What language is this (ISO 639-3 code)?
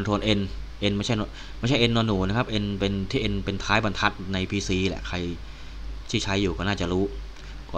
tha